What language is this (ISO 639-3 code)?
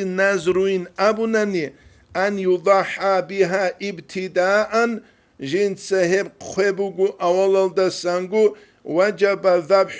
ava